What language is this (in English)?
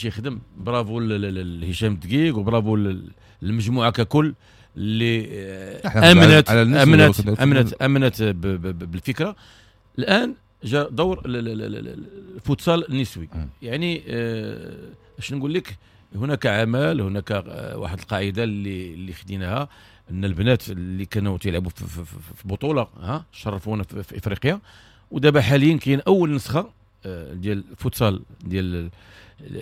Moroccan Arabic